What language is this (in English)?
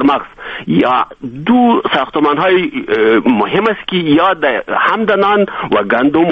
Persian